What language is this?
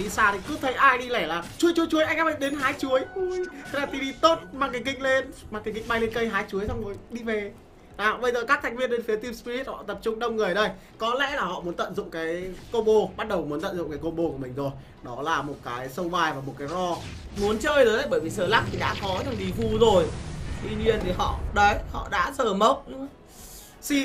Vietnamese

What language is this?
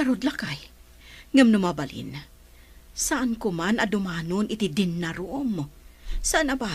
Iloko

